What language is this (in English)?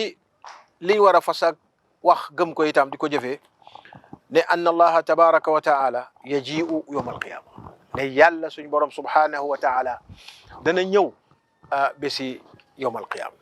Wolof